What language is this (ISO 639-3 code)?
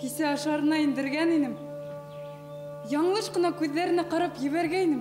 bak